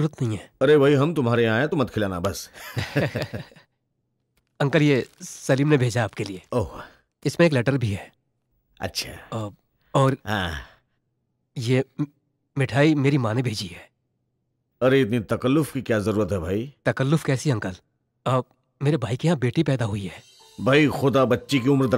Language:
Hindi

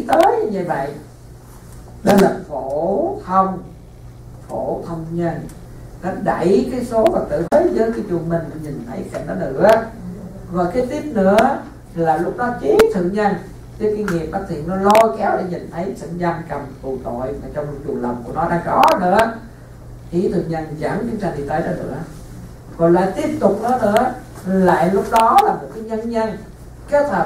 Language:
Vietnamese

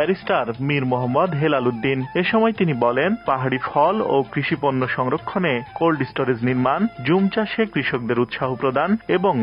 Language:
Bangla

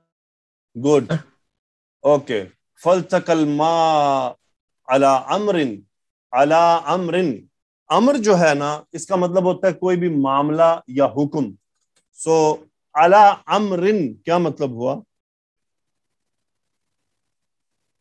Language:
Urdu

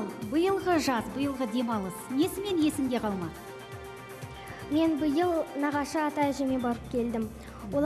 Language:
Kazakh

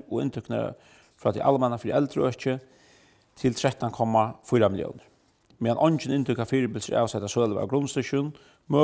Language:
Faroese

